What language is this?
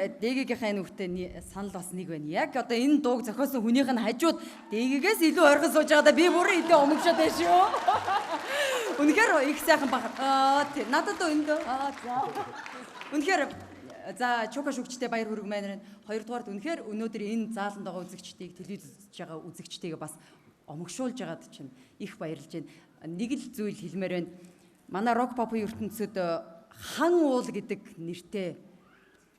Mongolian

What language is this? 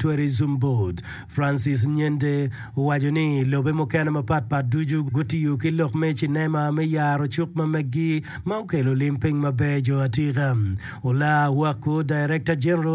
Acoli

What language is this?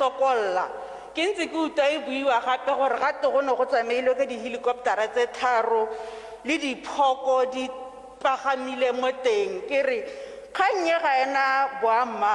Tswana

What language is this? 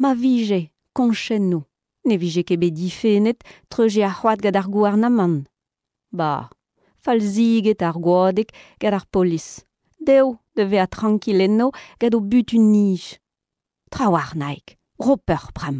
Breton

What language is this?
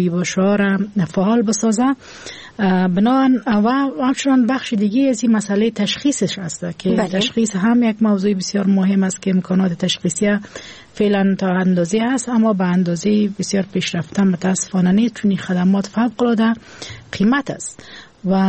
Persian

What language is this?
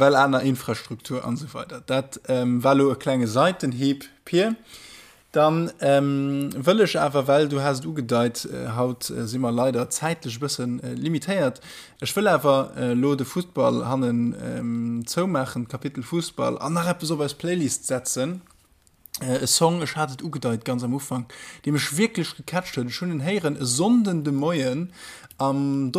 Luxembourgish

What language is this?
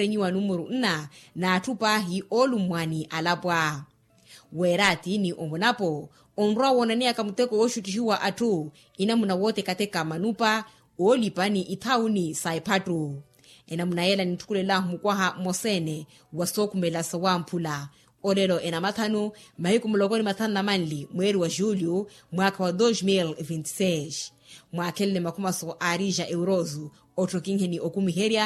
Makhuwa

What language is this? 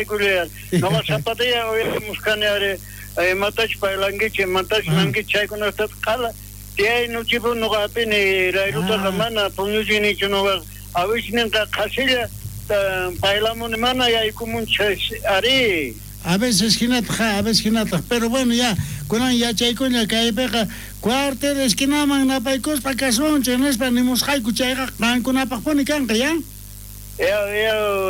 South Bolivian Quechua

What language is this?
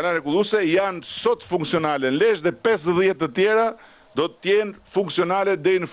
Albanian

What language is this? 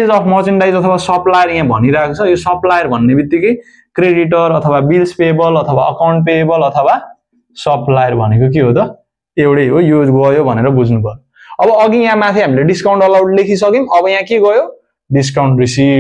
Nepali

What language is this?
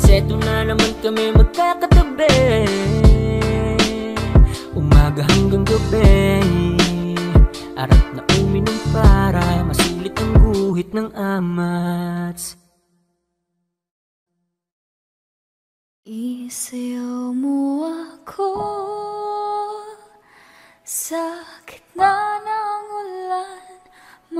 Filipino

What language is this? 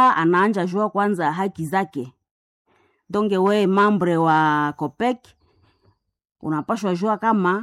Swahili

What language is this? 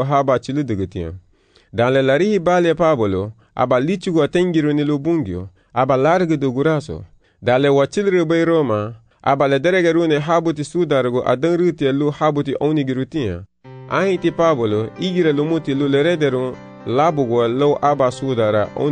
Garifuna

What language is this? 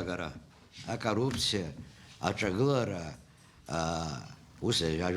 Abkhazian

